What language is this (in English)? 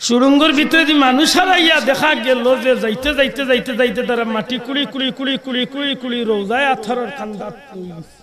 Sylheti